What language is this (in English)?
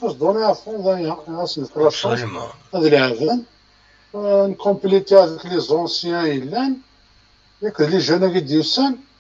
Kabyle